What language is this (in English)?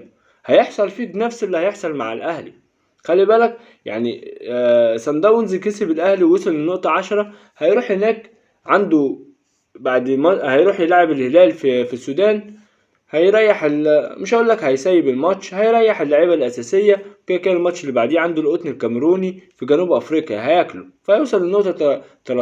Egyptian Arabic